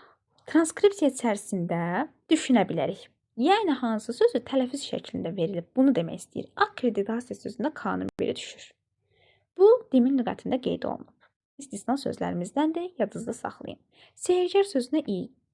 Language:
Azerbaijani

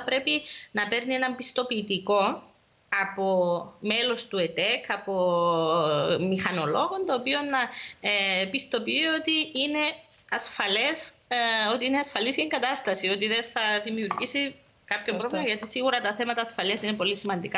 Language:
Greek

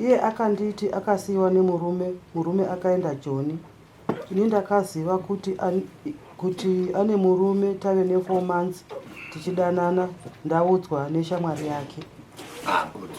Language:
Shona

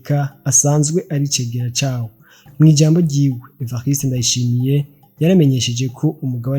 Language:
Rundi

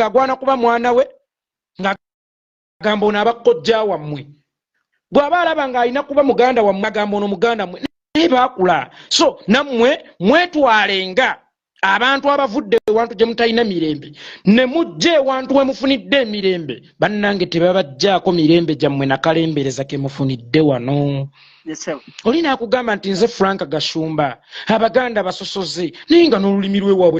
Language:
Ganda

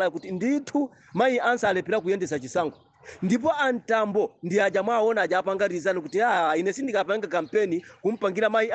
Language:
Nyanja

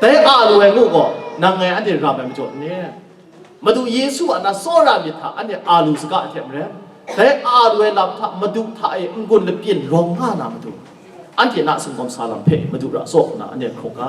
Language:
Kachin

